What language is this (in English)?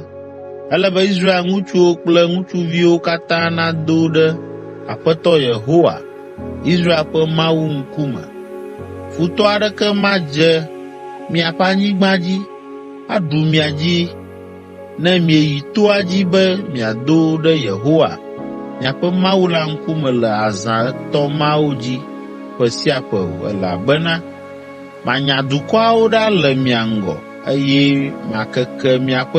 Ewe